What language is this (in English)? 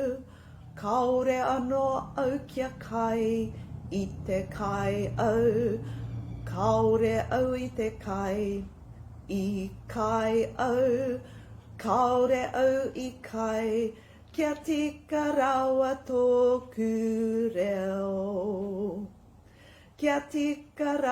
Māori